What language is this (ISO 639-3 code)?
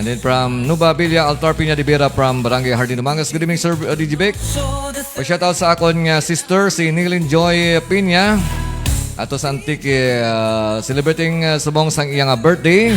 hil